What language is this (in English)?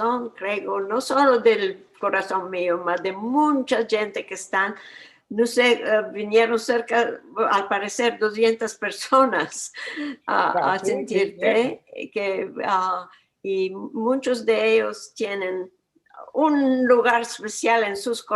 Ladino